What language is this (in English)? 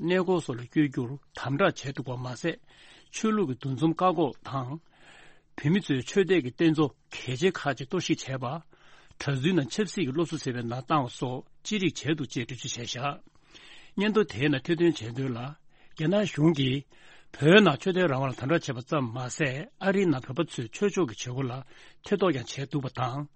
Tibetan